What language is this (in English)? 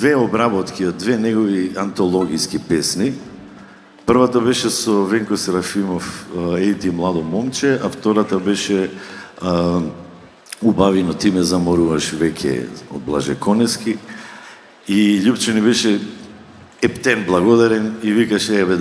Macedonian